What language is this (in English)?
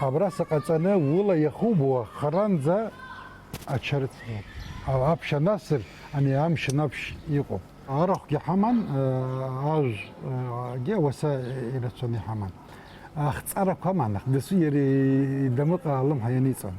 Abkhazian